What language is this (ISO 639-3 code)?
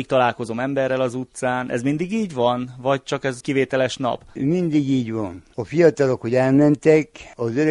hun